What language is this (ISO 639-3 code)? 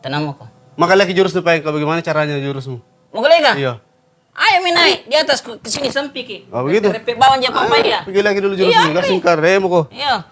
mfp